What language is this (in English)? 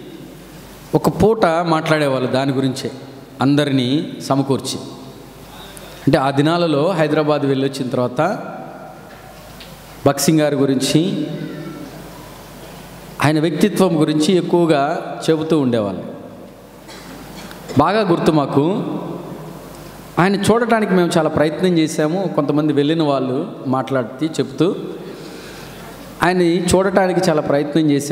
Telugu